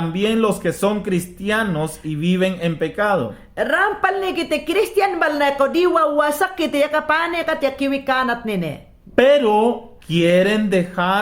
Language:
Mayangna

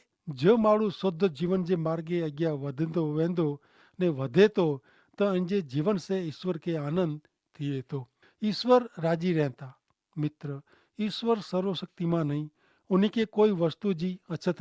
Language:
Kachhi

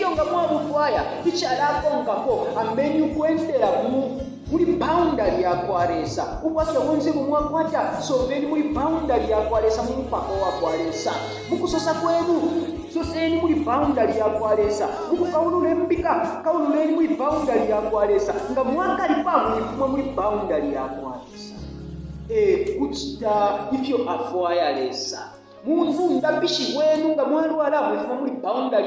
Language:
Bemba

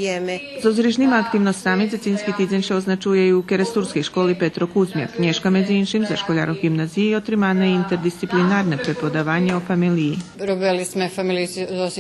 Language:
Rusyn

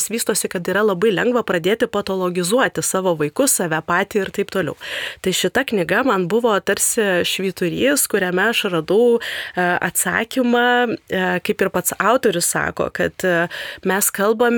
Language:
Lithuanian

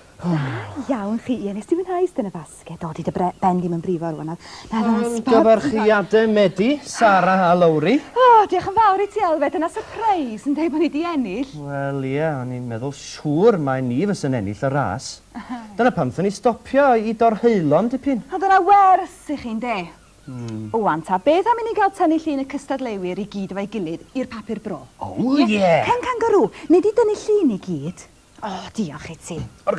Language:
Welsh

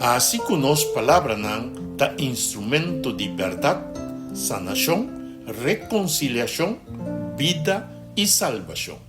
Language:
Papiamento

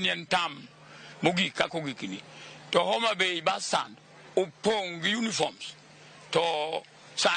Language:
Luo (Kenya and Tanzania)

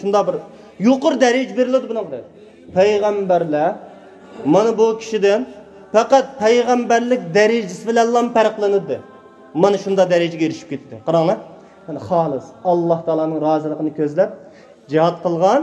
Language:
Uyghur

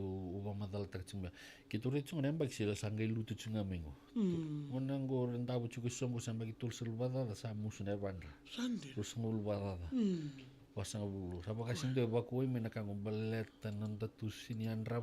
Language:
Fijian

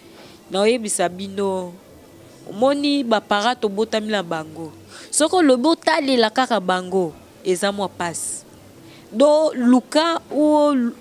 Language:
Lingala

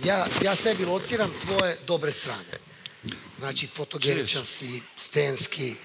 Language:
Serbian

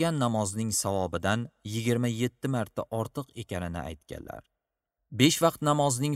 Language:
Uzbek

